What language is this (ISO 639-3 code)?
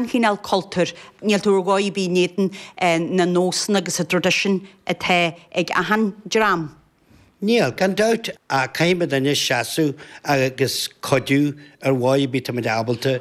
gle